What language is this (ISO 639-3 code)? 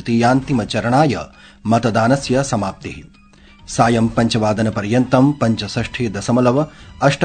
san